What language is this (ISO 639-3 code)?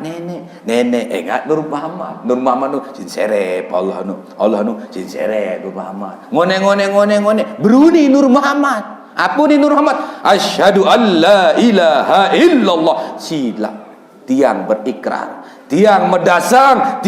sas